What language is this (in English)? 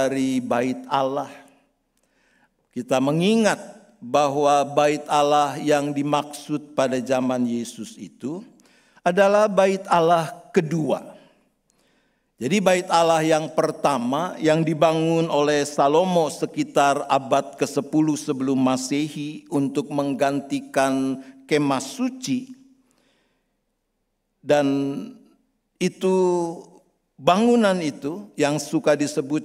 Indonesian